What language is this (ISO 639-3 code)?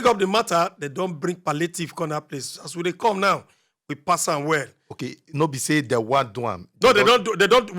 pcm